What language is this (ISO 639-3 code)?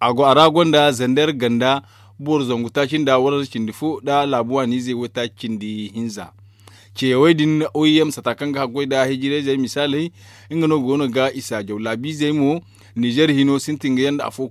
dje